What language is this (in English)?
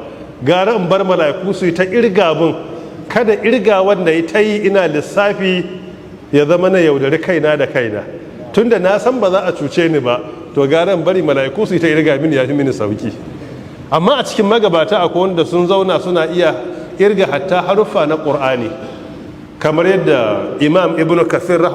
Hausa